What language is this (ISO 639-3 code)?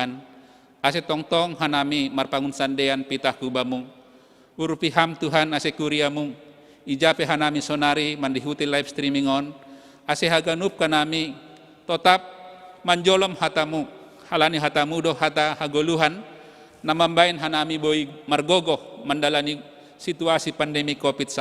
bts